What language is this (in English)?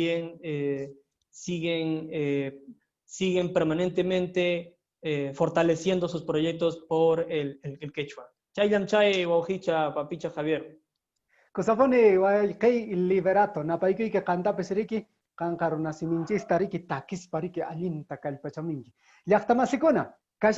Quechua